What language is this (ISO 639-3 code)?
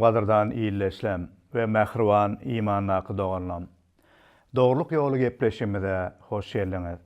tuk